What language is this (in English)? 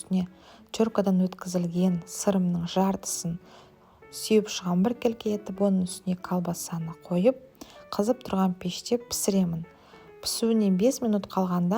Kazakh